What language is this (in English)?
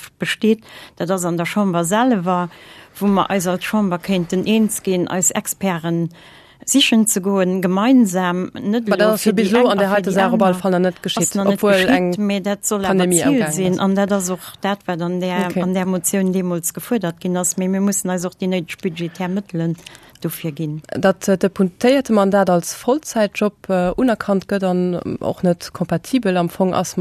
Luxembourgish